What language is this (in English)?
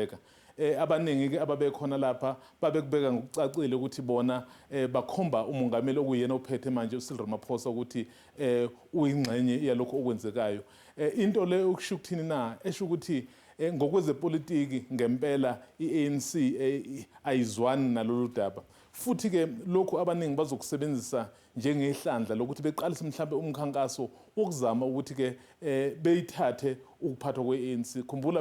Zulu